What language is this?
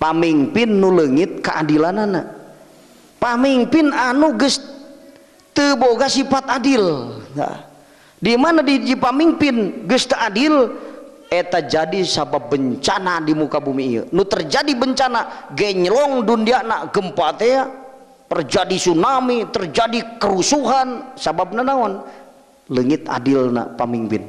Sundanese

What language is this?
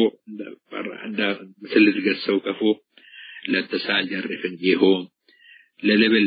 Tigre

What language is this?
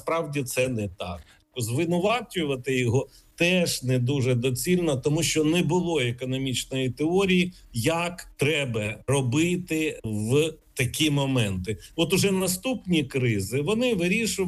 Ukrainian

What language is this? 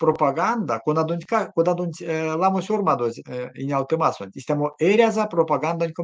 Erzya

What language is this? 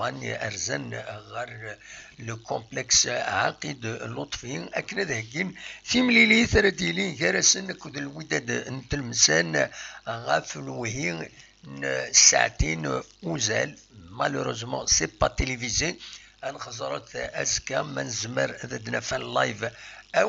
Kabyle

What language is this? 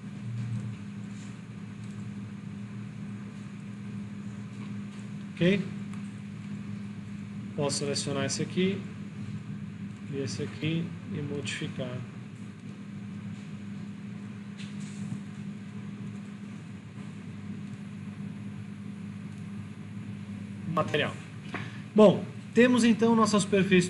Portuguese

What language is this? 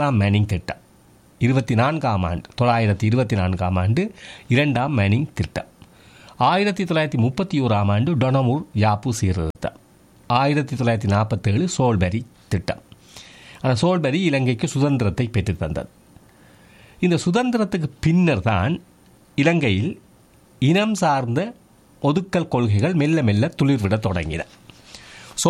Tamil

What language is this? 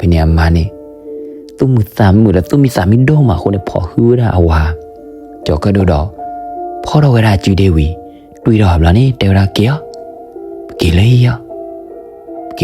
S'gaw Karen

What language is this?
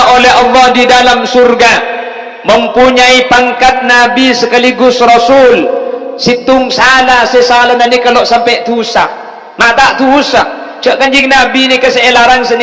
Madurese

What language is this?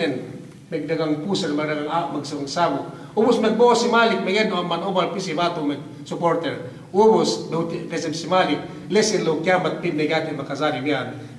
Yakan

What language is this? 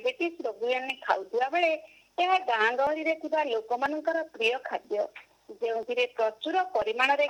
Odia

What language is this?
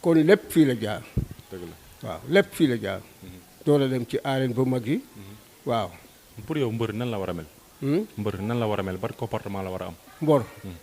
Wolof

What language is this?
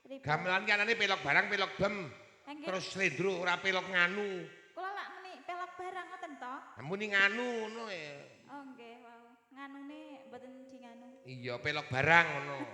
Javanese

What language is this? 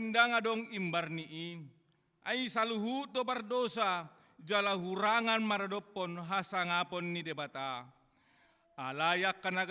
Batak Toba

